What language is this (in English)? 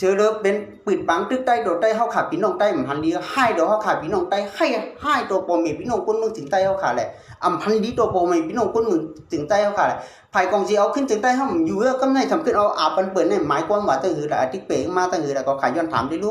Shan